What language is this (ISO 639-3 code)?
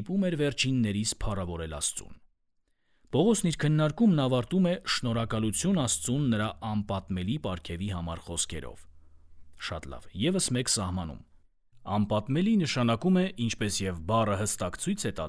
hye